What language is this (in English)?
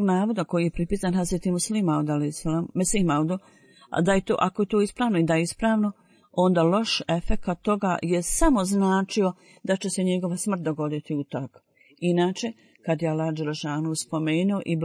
Bosnian